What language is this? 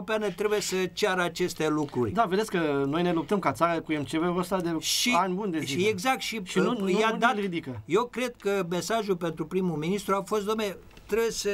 Romanian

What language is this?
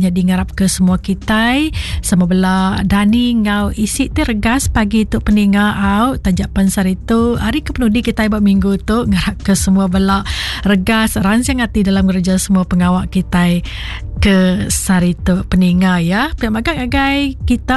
Iban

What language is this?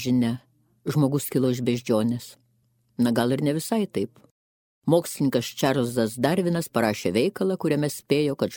Lithuanian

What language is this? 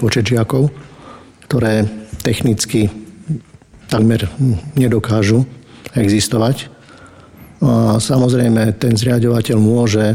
Slovak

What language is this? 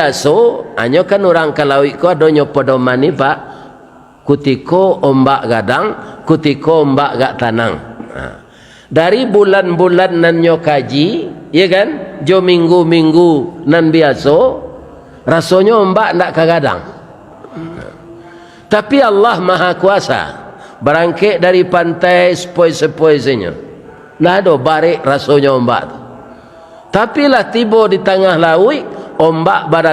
Minangkabau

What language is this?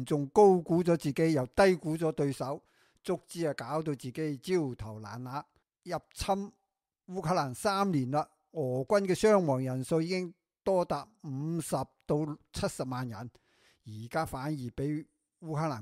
Cantonese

